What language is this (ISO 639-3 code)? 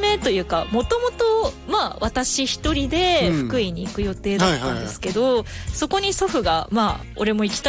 jpn